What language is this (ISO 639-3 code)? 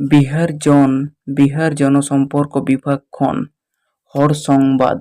sat